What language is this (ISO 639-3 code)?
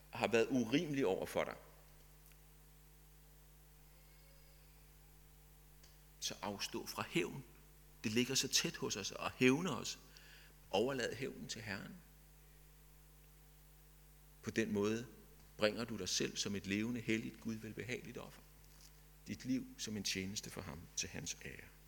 dan